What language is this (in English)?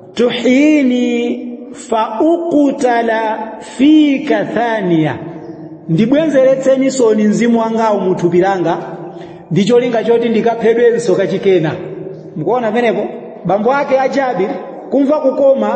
Nyanja